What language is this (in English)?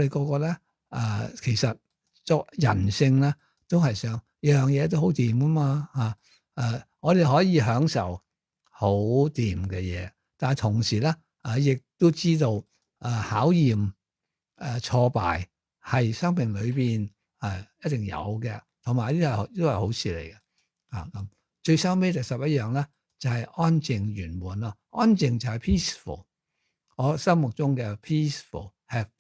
Cantonese